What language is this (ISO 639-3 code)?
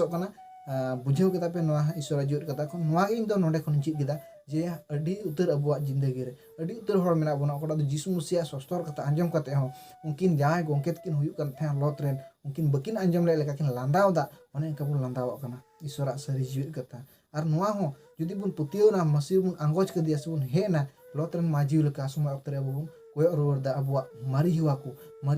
sat